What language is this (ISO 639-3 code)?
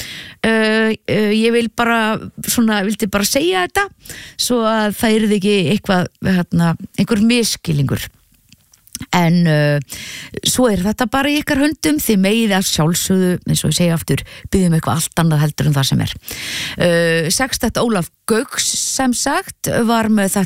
isl